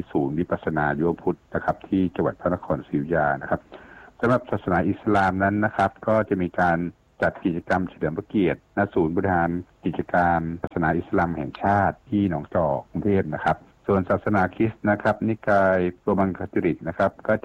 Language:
Thai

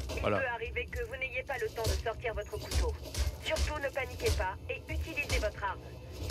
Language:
French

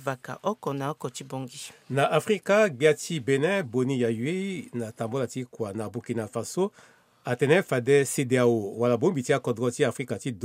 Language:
Sango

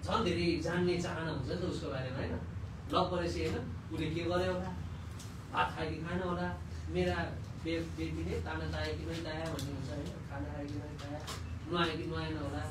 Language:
Nepali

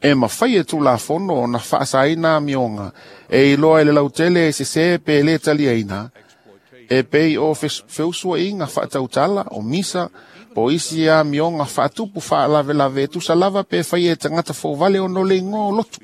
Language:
Samoan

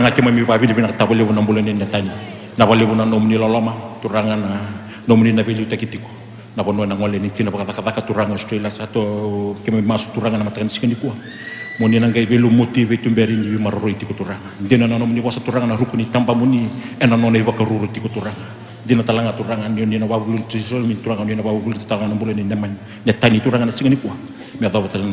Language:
Fijian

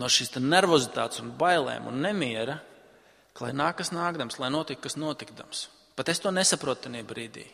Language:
Latvian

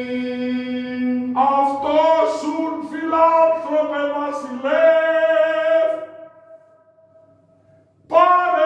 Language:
Greek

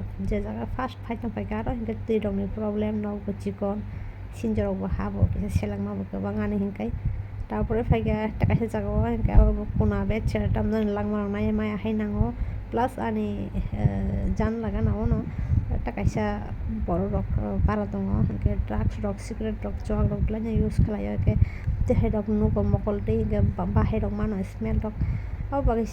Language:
Kok Borok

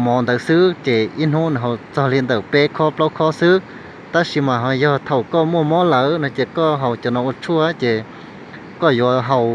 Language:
Hmong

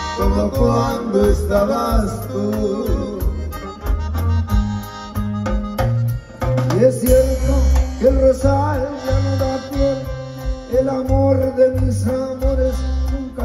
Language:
Spanish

